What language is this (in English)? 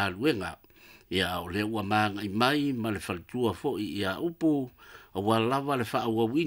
Samoan